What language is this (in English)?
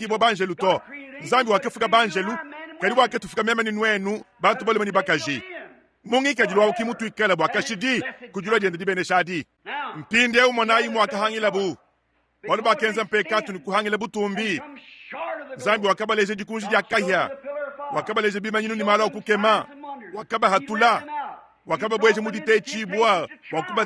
Luba-Lulua